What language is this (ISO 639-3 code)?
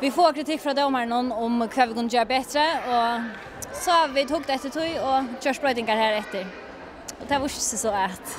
fao